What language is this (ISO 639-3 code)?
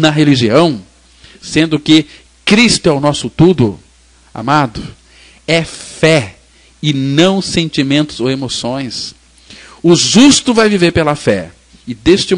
por